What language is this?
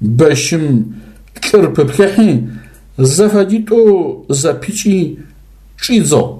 Adyghe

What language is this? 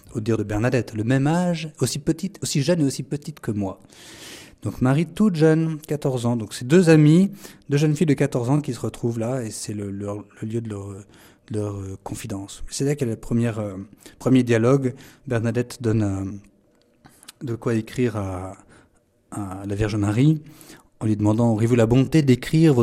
French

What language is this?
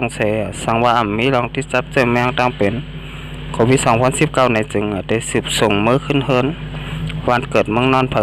Shan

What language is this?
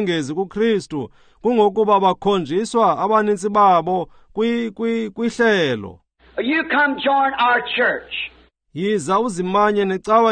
Xhosa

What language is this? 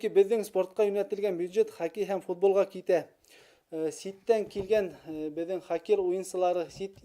Bashkir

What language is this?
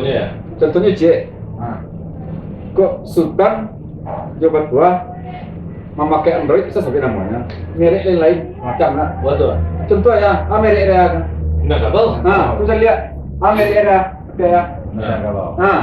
Minangkabau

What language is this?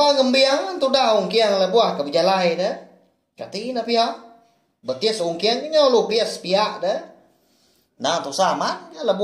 Iban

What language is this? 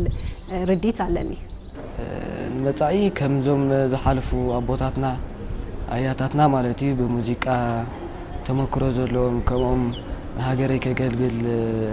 Tigrinya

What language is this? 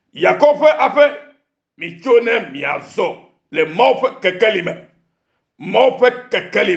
Ewe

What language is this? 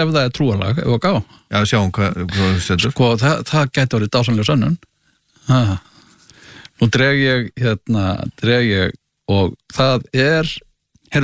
Icelandic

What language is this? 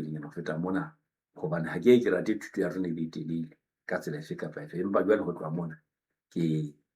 Southern Sotho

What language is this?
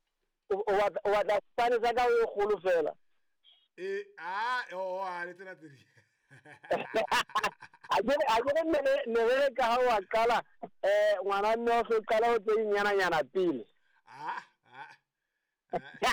Southern Sotho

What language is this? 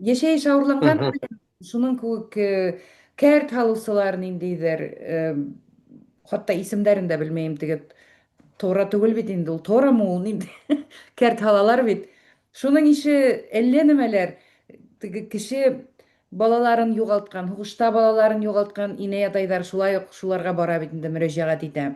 Bashkir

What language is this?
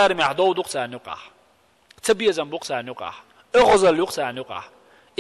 Chechen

